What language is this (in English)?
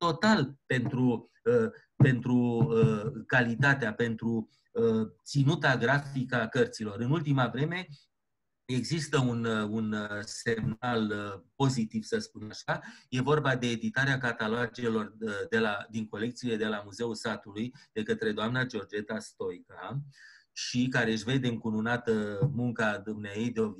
Romanian